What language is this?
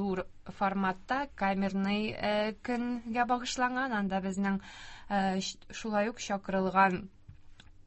Tatar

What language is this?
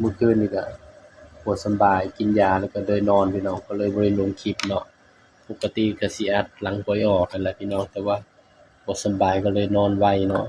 Northeastern Thai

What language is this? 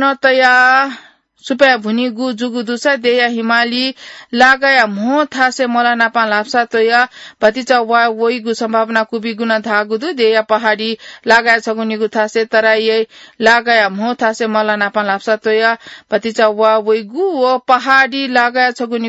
Newari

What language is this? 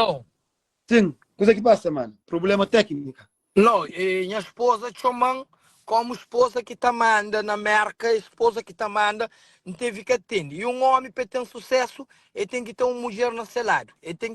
Kabuverdianu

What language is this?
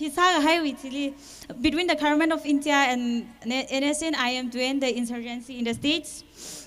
Tangkhul Naga (India)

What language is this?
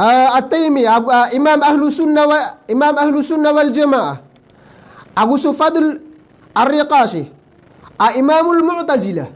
Maranao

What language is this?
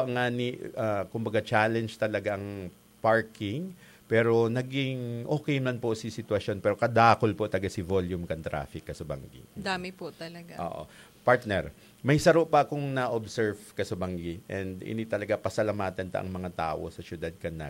Bikol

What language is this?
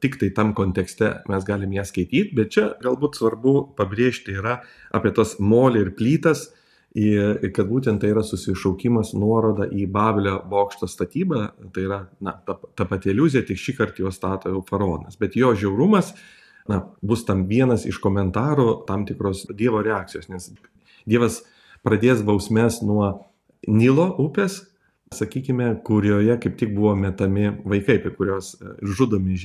Lithuanian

